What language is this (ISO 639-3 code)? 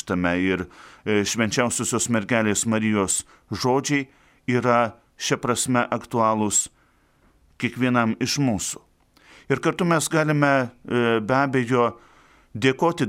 lit